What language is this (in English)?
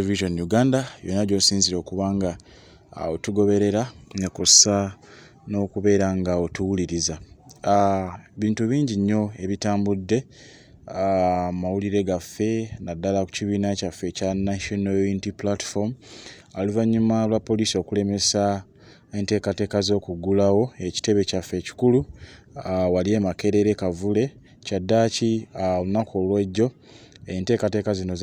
Ganda